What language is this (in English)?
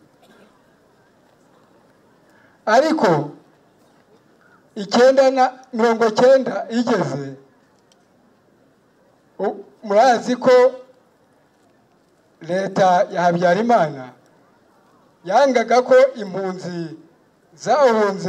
Kinyarwanda